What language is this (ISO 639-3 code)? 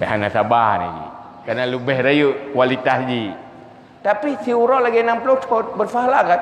ace